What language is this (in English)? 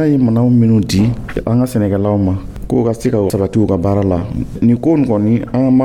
Dyula